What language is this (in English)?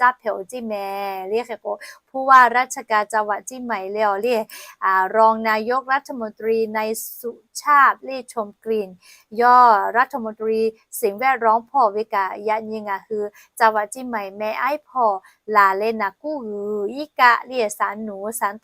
Lahu